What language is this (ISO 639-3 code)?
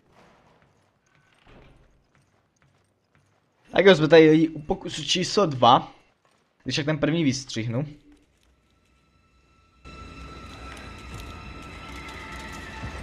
ces